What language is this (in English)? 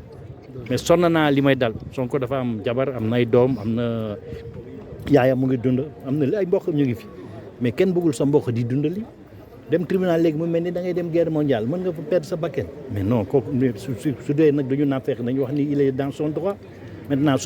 Wolof